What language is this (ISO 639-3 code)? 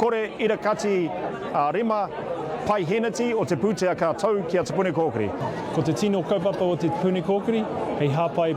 mri